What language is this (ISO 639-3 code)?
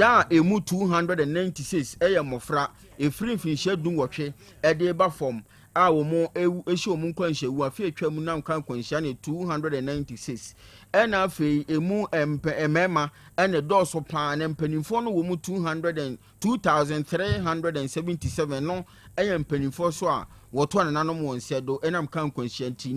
aka